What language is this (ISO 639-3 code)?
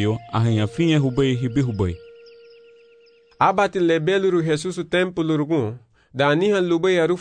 cab